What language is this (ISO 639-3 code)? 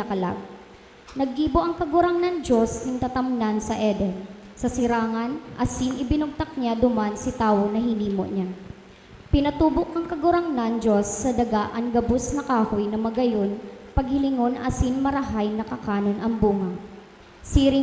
bik